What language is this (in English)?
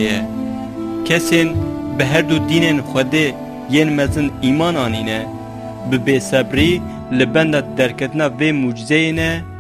Kurdish